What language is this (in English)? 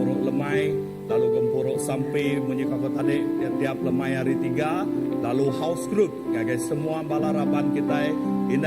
Iban